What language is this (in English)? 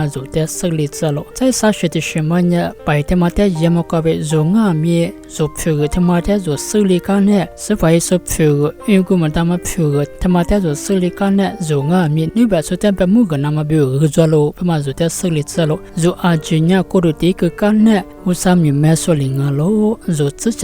Lisu